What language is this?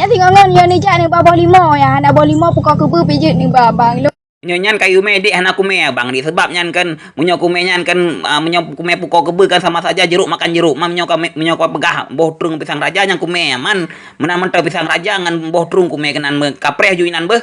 Achinese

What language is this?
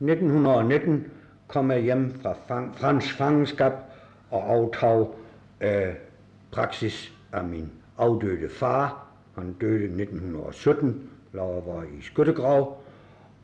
Danish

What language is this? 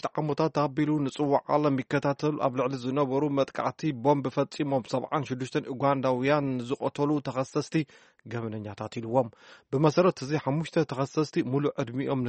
Tigrinya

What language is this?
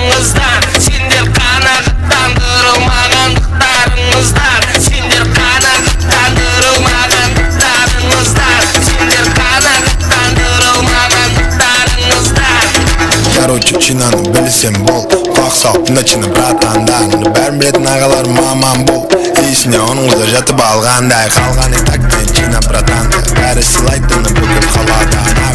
Kara-Kalpak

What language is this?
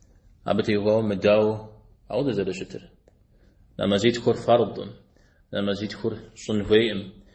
Kabardian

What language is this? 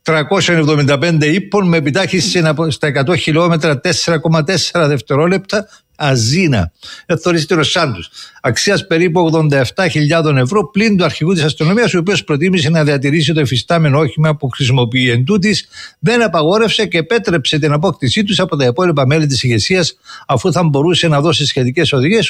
Greek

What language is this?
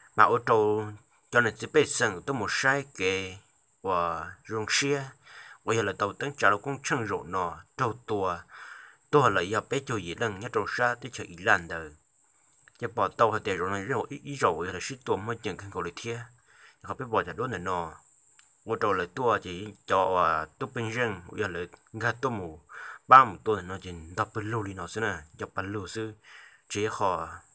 Hmong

